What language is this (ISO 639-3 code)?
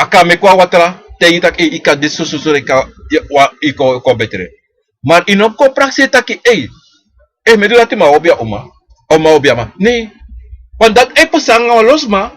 srn